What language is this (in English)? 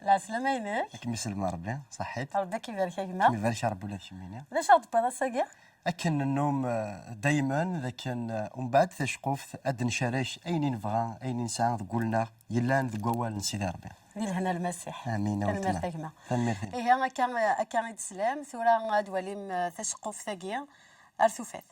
Kabyle